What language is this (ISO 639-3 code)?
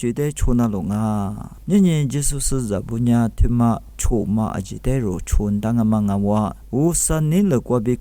lis